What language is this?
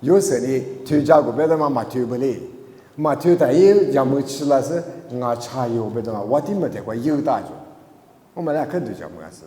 Lisu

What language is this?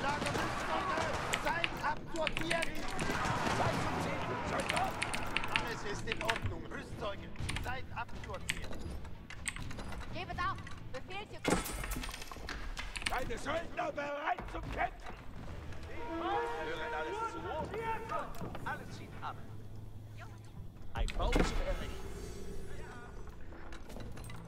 German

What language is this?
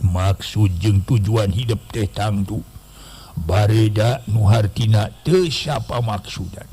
Sundanese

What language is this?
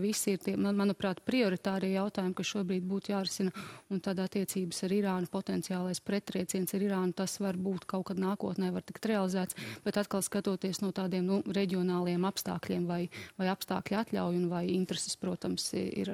Latvian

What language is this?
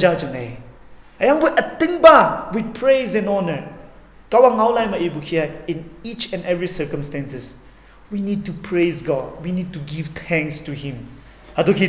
Konyak Naga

